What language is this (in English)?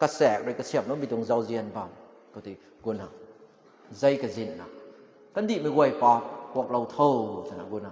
Rongmei Naga